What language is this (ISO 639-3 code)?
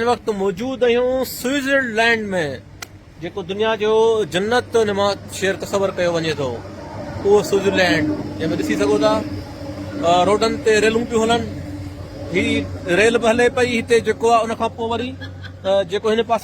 snd